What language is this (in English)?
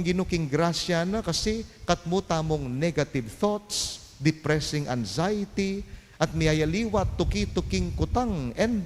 Pampanga